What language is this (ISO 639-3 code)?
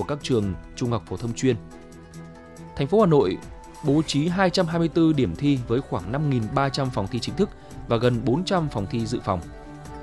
vie